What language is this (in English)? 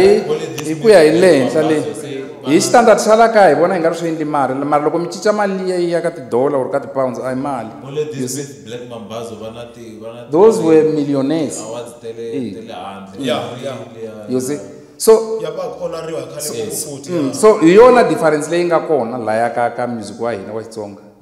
Tsonga